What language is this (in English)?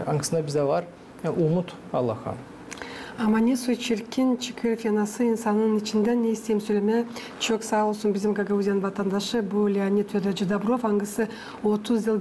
Gagauz